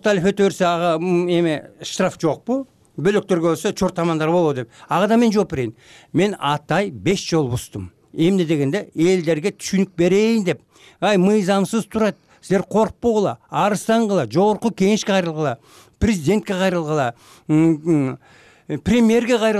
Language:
Kyrgyz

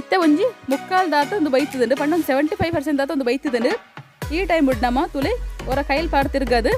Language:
Tulu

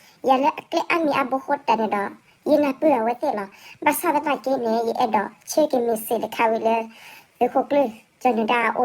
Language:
S'gaw Karen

